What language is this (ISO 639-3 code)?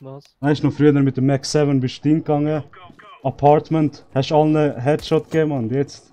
gsw